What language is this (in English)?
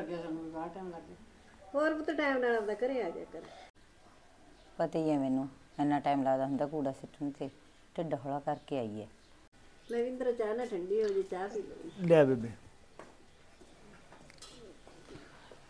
Punjabi